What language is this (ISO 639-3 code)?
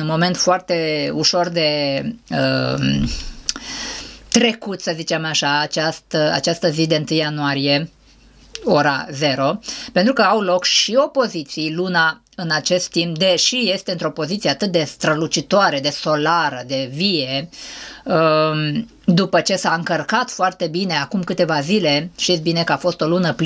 ron